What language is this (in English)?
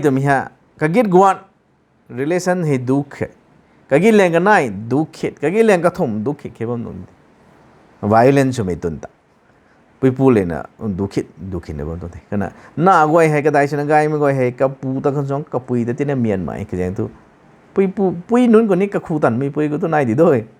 Rongmei Naga